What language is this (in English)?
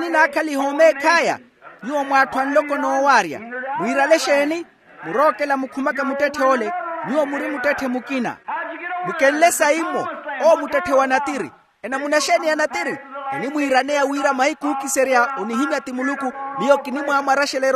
Makhuwa